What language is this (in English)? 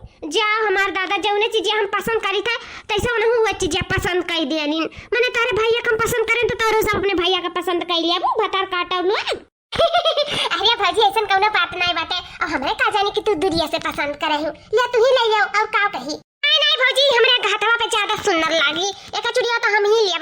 Awadhi